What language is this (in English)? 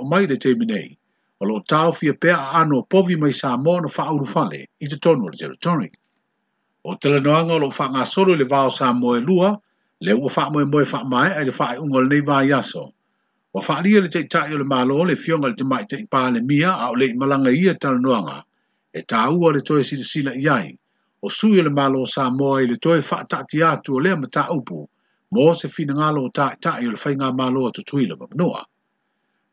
Samoan